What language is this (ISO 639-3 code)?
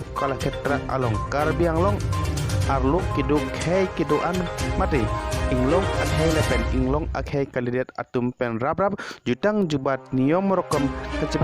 mjw